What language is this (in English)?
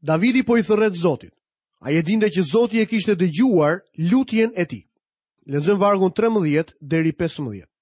Albanian